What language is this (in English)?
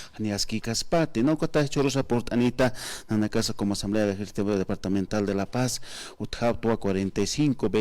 Aymara